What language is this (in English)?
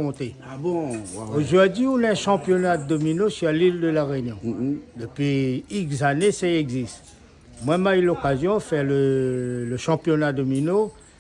Réunion Creole French